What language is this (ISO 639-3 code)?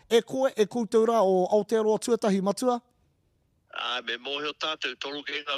mri